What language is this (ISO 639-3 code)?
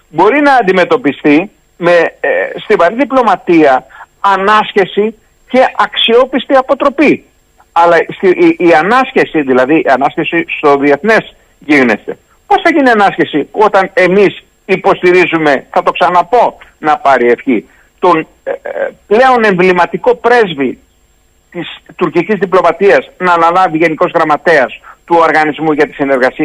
ell